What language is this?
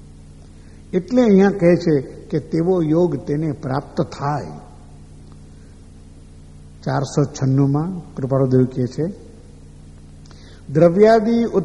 Gujarati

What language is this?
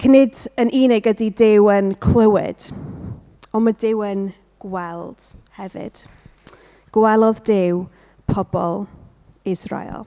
Welsh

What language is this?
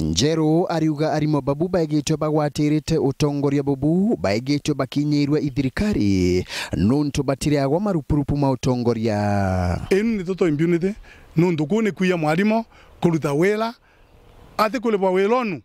Meru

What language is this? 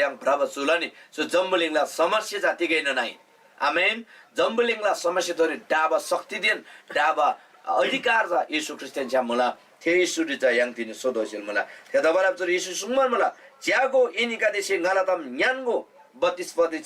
Eastern Tamang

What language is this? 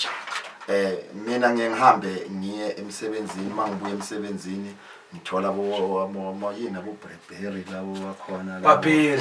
Zulu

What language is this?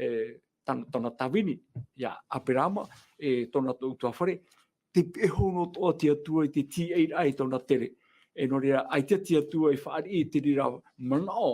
Tahitian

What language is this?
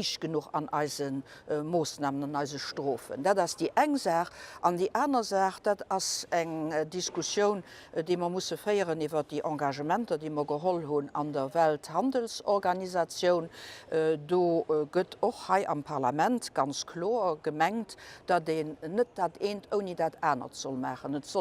Luxembourgish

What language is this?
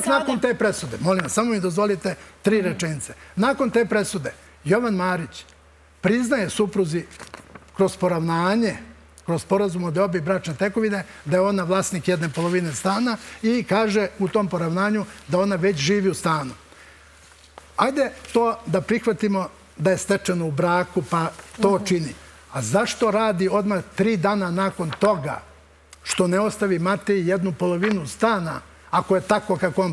Serbian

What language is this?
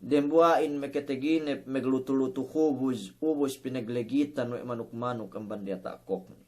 Yakan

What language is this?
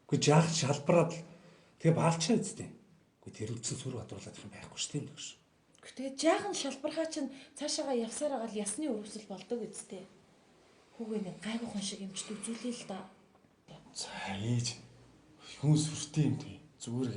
Mongolian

